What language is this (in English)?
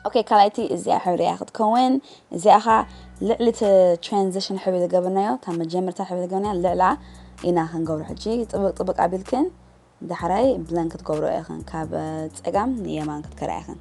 Tigrinya